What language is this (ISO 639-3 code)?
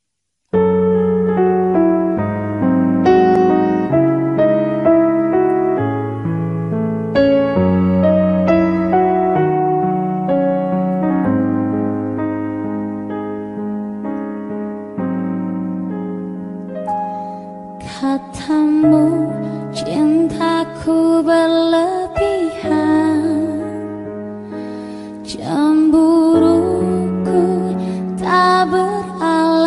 ind